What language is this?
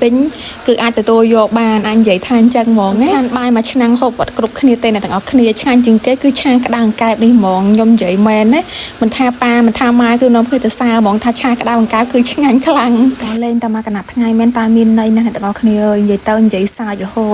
Khmer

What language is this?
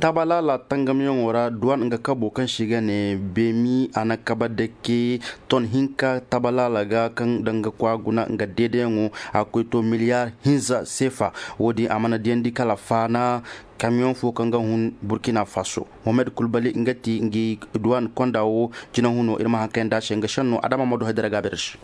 Zarma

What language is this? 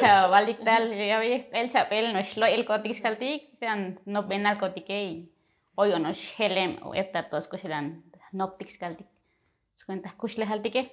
Tzotzil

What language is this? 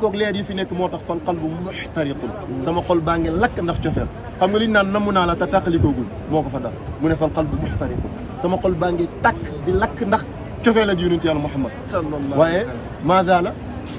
Wolof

